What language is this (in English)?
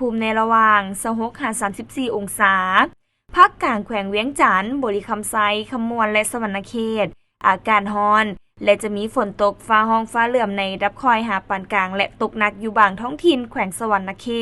Lao